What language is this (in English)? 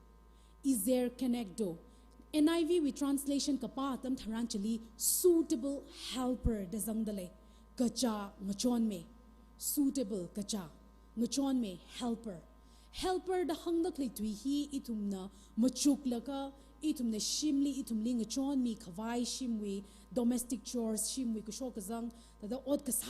Tangkhul Naga (India)